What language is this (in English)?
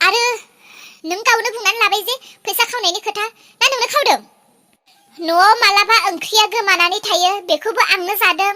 Bodo